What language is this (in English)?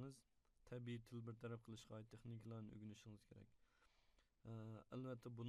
Uyghur